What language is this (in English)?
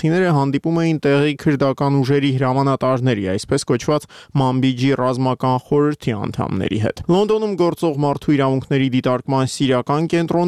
Armenian